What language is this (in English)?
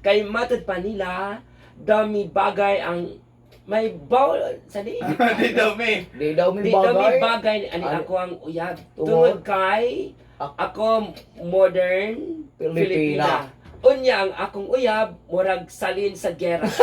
Cebuano